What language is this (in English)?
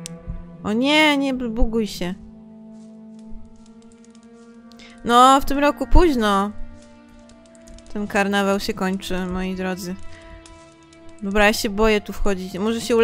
Polish